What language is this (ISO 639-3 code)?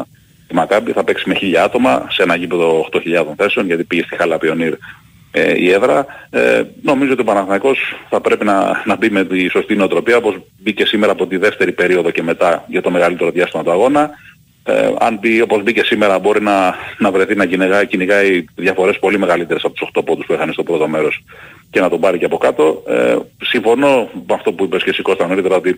ell